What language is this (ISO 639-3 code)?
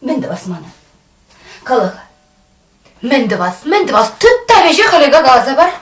chv